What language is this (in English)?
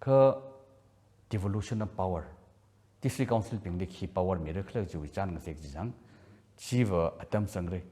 Tangkhul Naga (India)